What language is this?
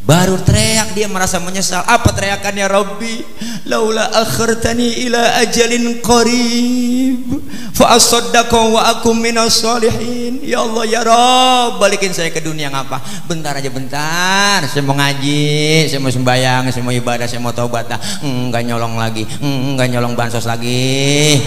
Betawi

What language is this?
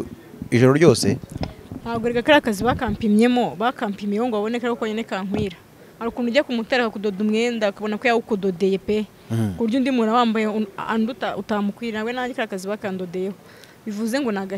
Kinyarwanda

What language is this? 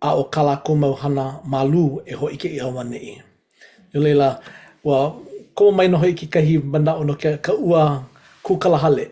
Hawaiian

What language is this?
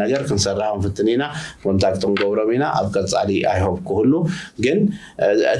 Tigrinya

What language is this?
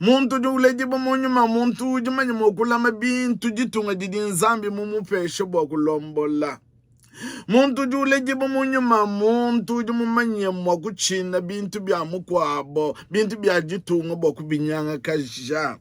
Luba-Lulua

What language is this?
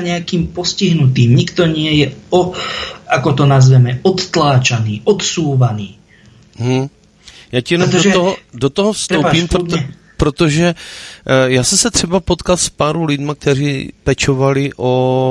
Slovak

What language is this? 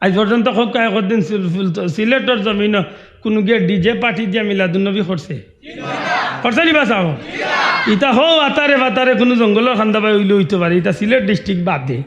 Sylheti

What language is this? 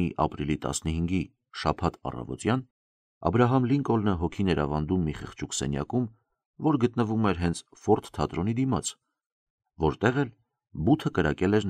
Armenian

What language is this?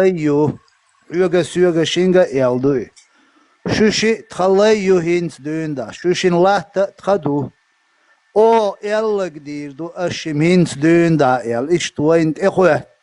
Chechen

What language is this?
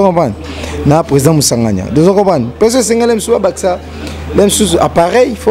Lingala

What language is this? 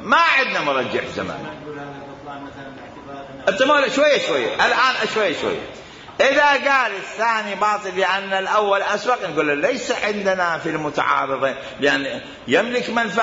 Arabic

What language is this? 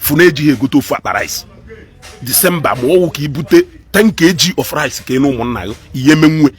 Igbo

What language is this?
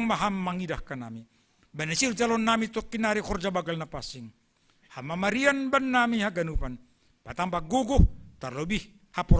Batak Simalungun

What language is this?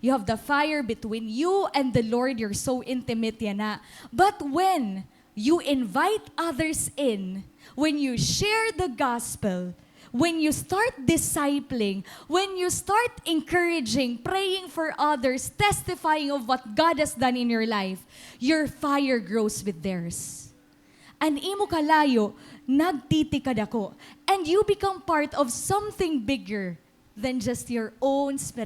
Waray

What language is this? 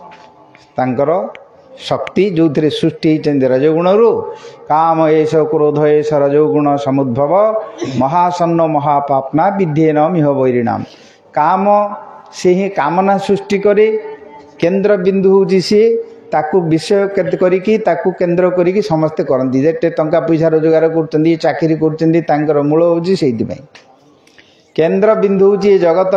Odia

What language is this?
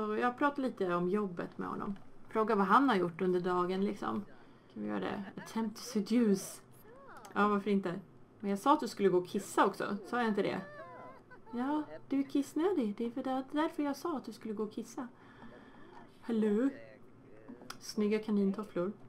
Swedish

